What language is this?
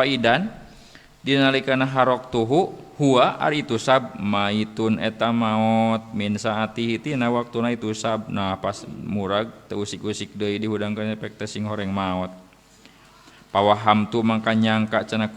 Sundanese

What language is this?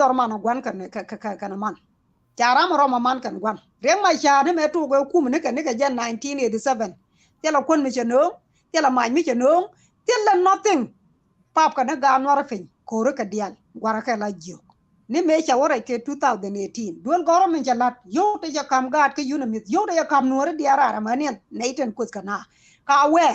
Nuer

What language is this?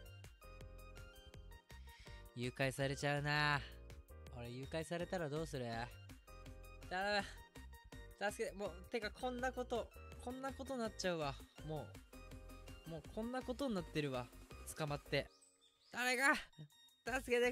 Japanese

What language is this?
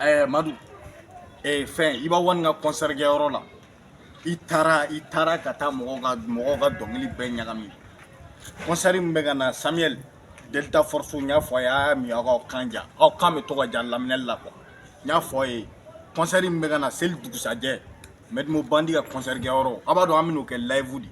Bambara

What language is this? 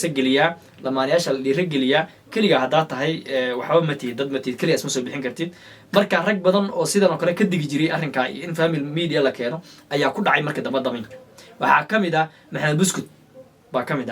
Somali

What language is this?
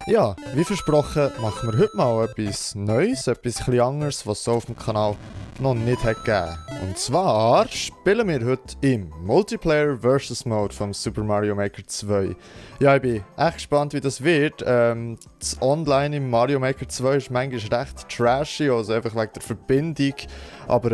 Swiss German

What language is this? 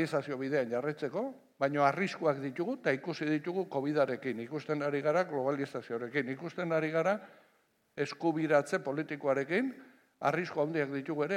Basque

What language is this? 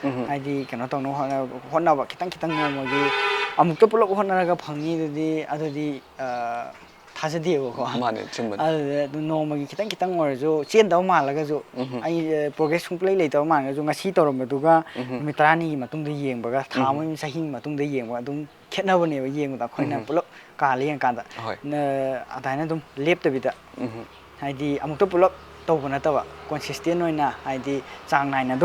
Manipuri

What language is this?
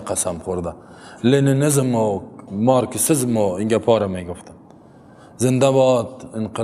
Persian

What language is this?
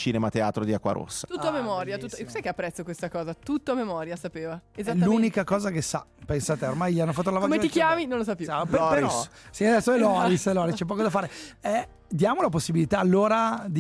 Italian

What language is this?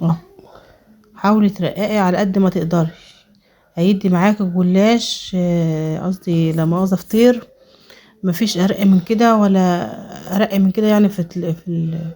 Egyptian Arabic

